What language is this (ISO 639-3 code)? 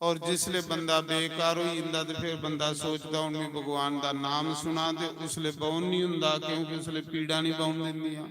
doi